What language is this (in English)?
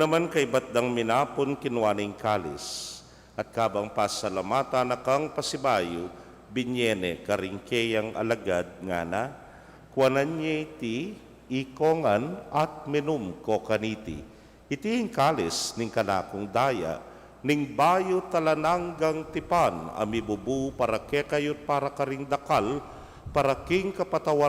Pampanga